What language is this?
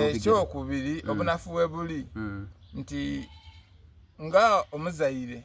Soga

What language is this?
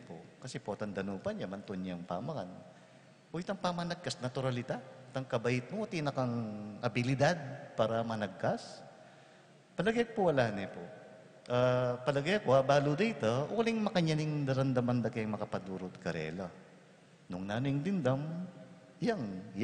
Pampanga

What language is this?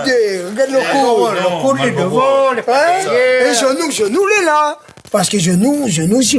Réunion Creole French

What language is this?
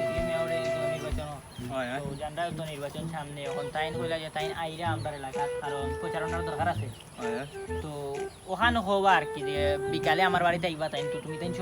Sylheti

